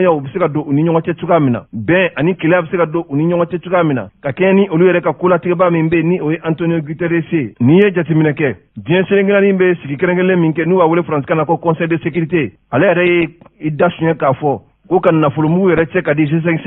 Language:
Bambara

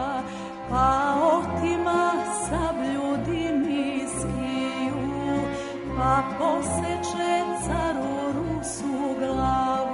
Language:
Serbian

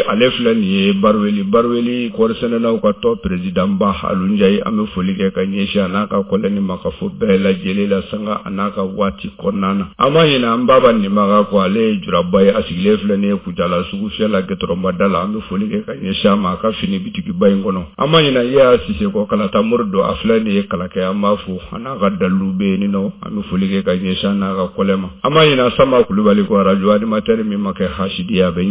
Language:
Bambara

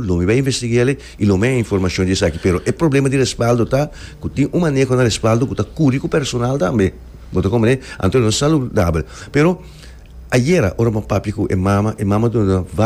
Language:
Papiamento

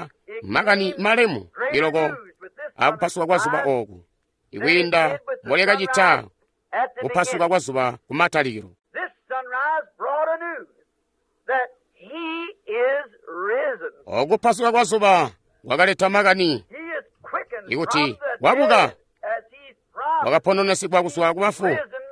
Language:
Tonga (Zambia)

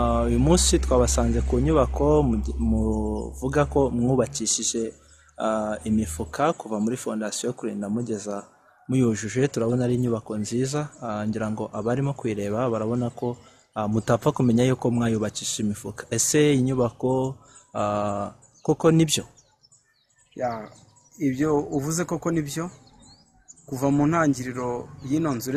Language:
Kinyarwanda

